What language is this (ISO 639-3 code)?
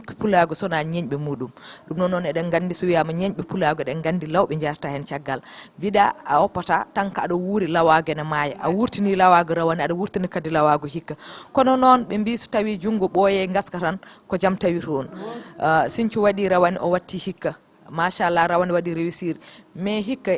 ful